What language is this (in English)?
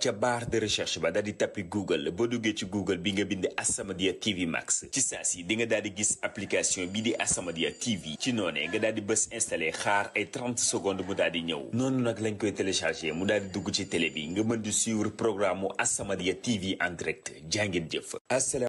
Wolof